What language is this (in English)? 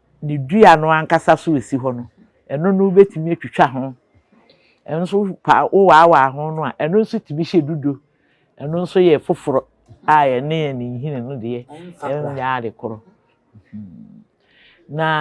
Akan